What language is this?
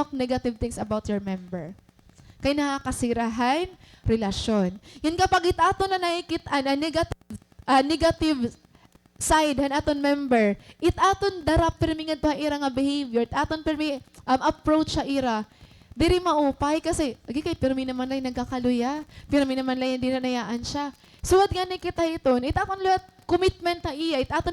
Waray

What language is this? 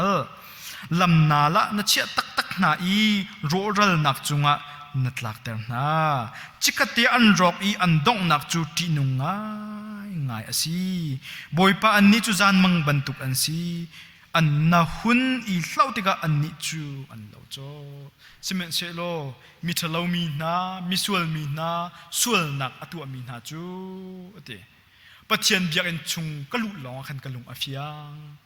Hakha Chin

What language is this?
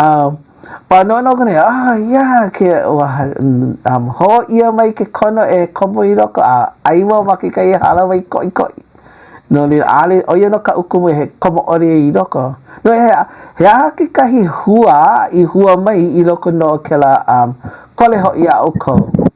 Hawaiian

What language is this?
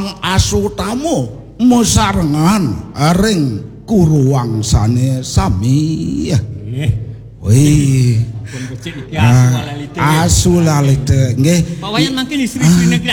Balinese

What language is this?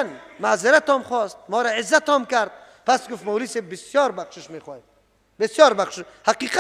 Persian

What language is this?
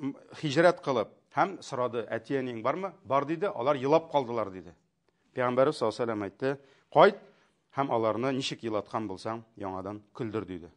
Tatar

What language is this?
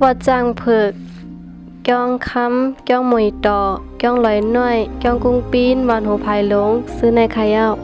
Shan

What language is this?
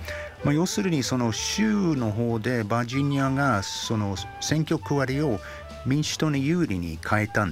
Japanese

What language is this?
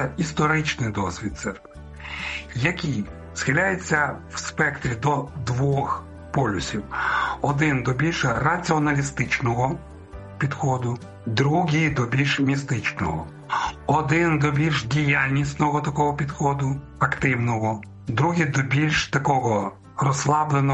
Ukrainian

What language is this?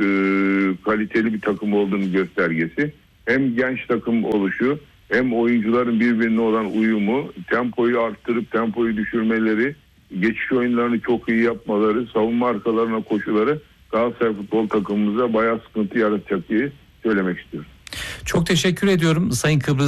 Turkish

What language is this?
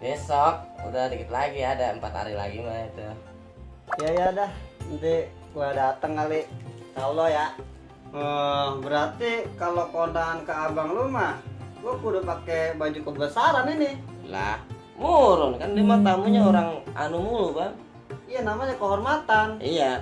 Betawi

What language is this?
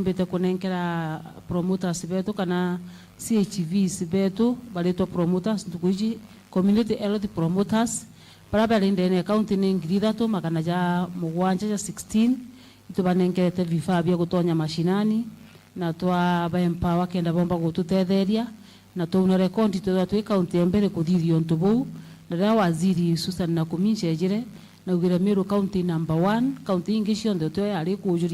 Meru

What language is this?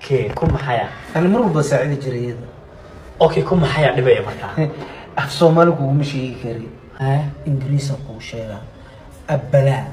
Somali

